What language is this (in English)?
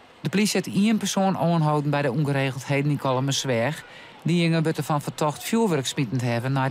Western Frisian